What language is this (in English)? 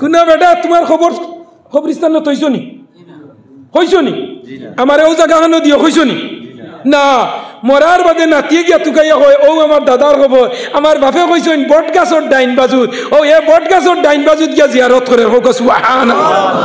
Sylheti